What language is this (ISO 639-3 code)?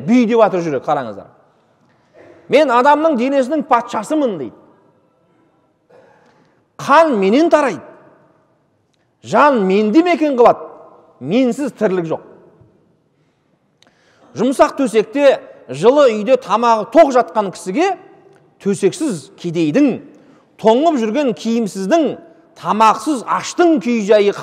kaz